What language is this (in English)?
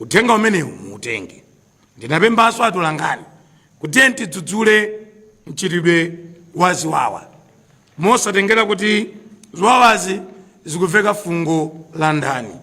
Nyanja